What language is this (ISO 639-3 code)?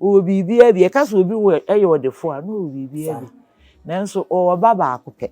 aka